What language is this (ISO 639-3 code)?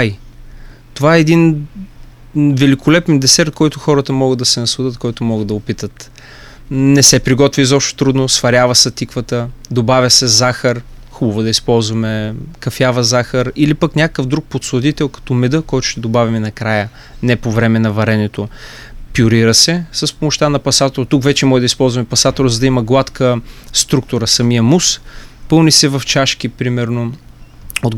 bul